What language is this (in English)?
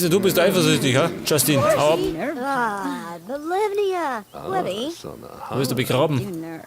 Bavarian